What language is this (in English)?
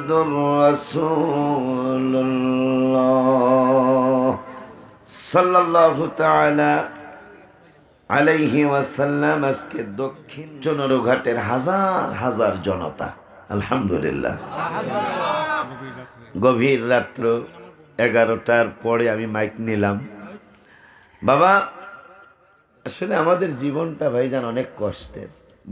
Bangla